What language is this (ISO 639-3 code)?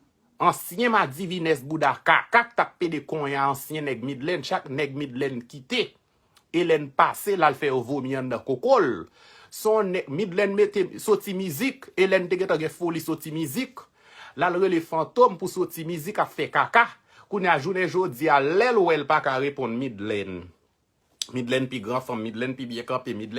hat